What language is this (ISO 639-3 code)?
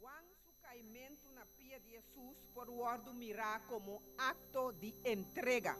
pap